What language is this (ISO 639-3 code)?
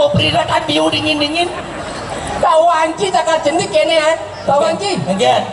ban